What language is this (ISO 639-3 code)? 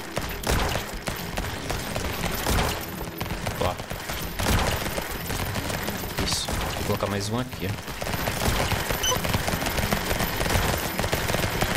por